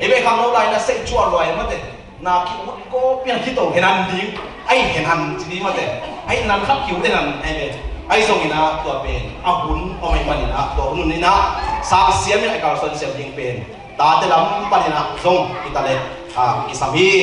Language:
Tedim Chin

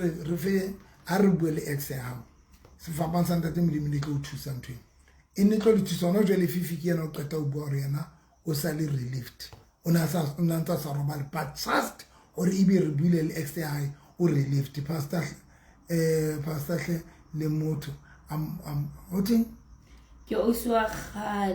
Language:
Southern Sotho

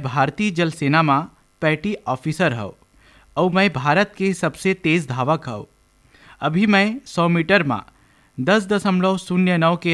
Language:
Chhattisgarhi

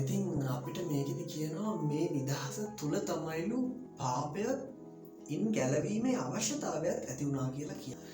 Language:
Sinhala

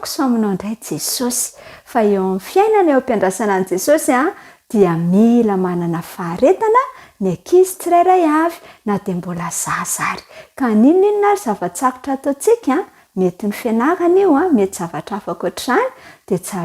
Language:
Malagasy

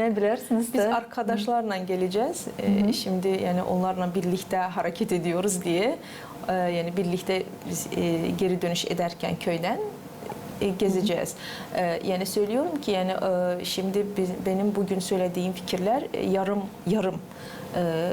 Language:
Gagauz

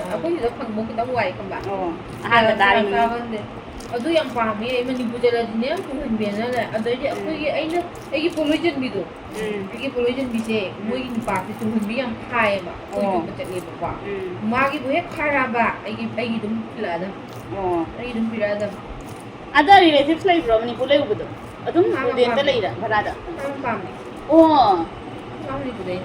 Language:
Manipuri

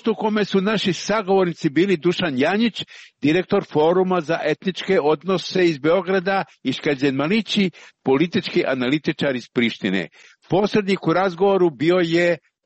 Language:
Serbian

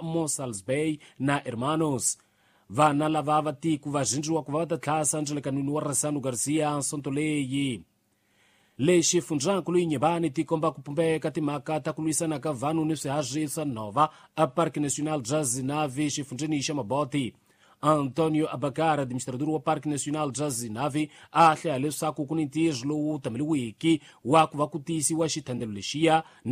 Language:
Tsonga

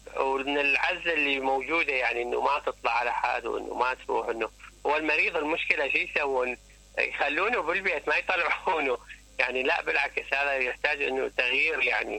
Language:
Mesopotamian Arabic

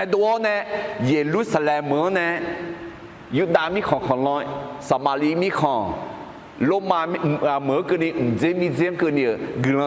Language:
Akha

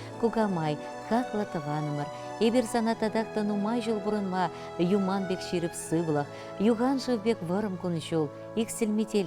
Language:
Chuvash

